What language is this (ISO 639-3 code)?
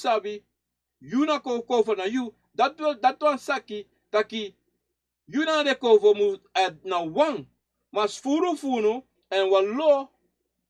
srn